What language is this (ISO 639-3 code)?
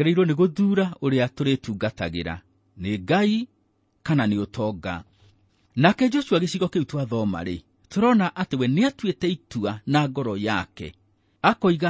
kik